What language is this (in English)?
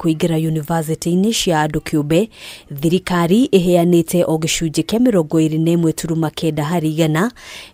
Kikuyu